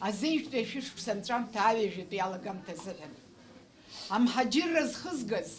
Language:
Abkhazian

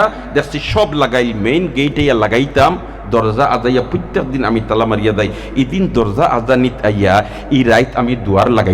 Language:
Sylheti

